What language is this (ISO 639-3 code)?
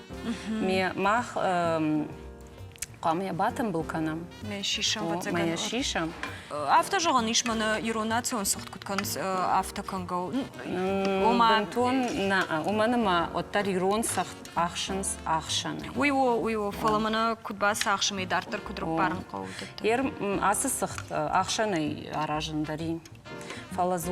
oss